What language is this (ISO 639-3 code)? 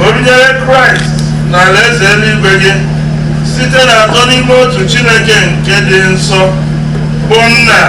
ibo